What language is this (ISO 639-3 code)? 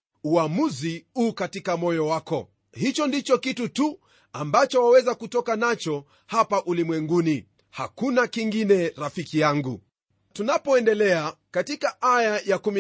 swa